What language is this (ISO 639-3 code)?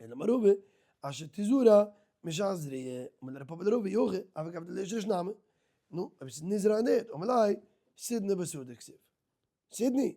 yid